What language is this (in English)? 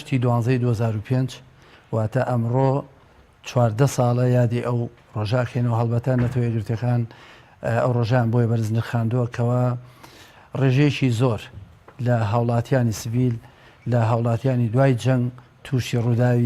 Central Kurdish